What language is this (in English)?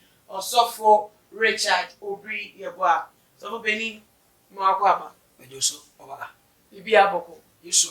Akan